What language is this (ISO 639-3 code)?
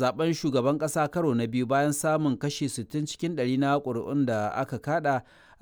hau